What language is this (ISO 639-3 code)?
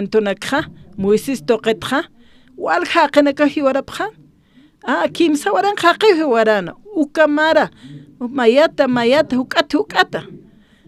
aym